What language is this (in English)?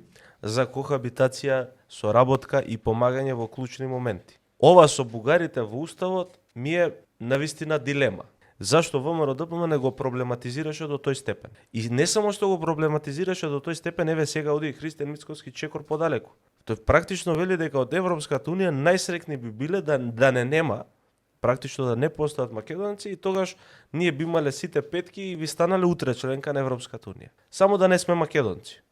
Macedonian